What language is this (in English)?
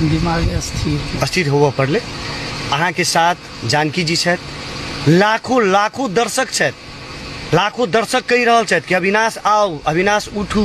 Maithili